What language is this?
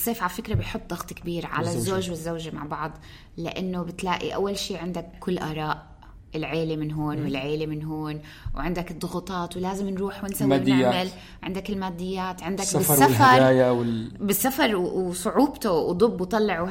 North Levantine Arabic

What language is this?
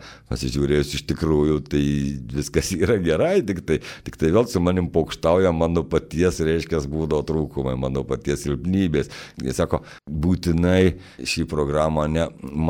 Lithuanian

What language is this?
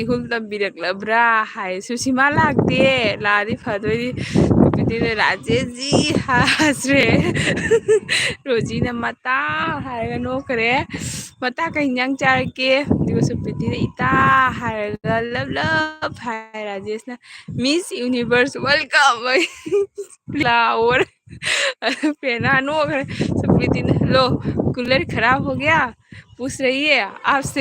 Manipuri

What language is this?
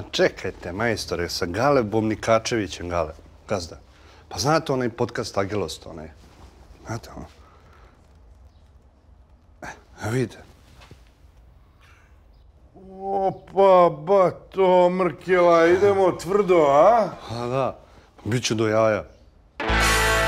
Serbian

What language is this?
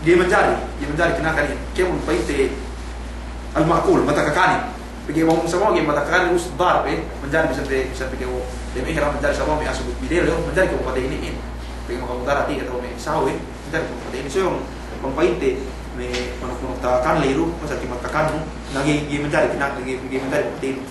Yakan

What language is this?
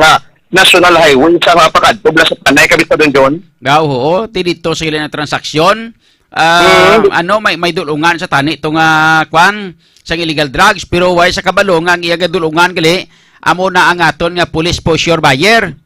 Hiligaynon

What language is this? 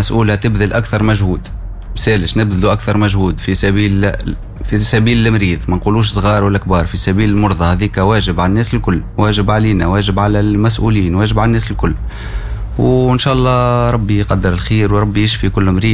Tunisian Arabic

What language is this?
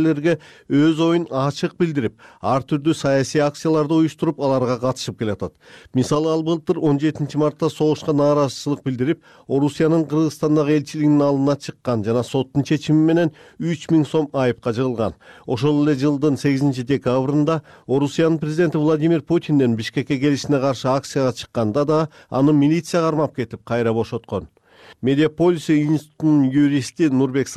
Kyrgyz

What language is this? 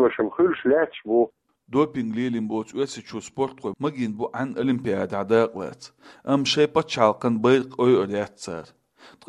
Chechen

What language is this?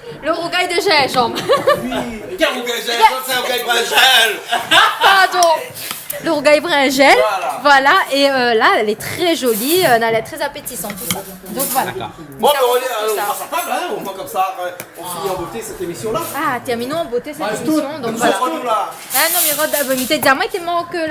Réunion Creole French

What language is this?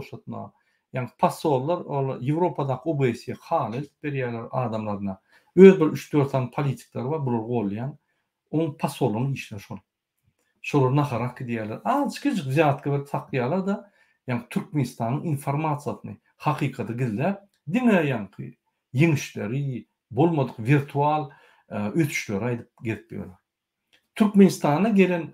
Turkmen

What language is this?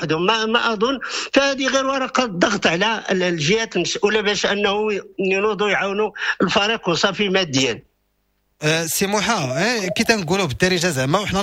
Moroccan Arabic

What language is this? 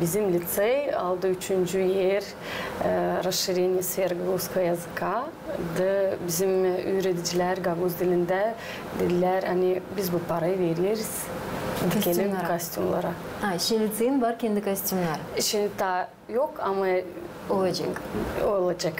Gagauz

